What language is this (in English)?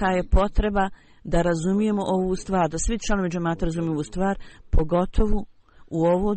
Bosnian